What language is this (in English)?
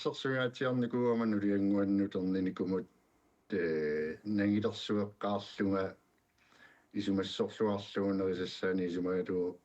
Kalaallisut